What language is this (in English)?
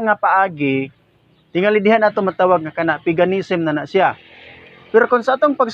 Cebuano